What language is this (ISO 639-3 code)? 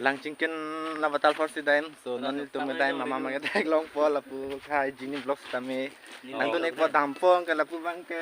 mjw